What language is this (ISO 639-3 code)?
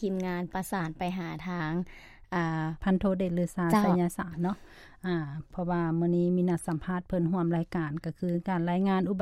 lao